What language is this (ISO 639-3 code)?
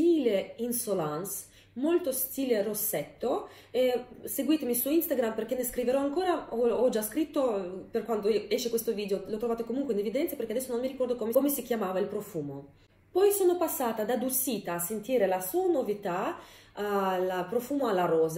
ita